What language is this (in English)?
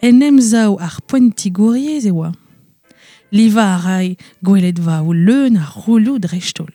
Breton